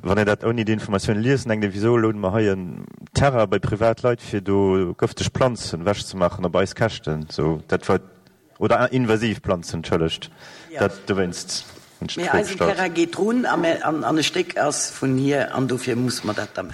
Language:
Luxembourgish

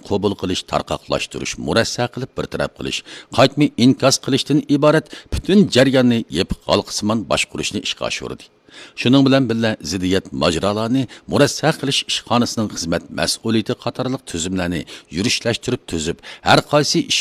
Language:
Uyghur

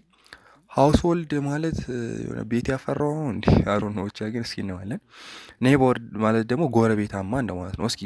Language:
Amharic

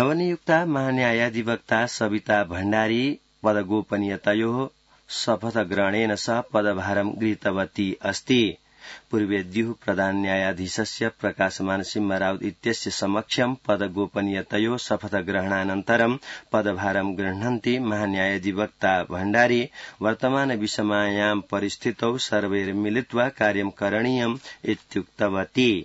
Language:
Sanskrit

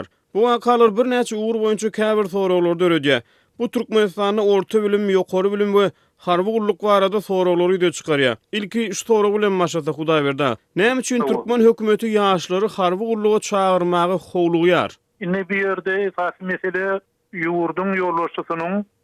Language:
Turkmen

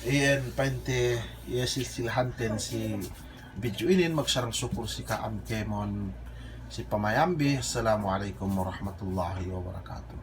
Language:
Yakan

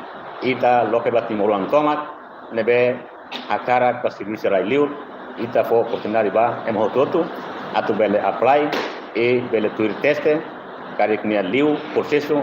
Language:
Tetum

